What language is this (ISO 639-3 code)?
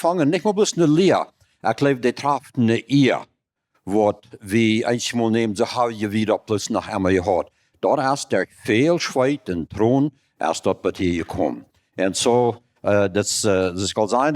pdt